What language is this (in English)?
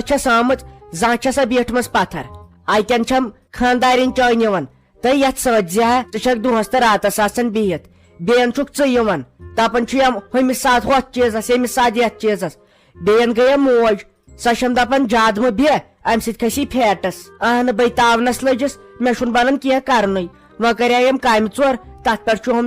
Kashmiri